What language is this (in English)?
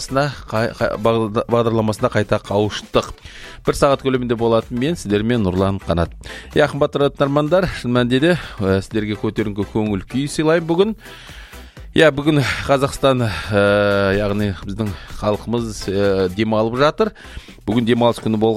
Kazakh